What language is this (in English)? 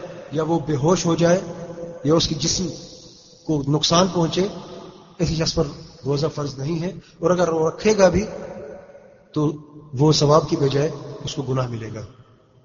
Urdu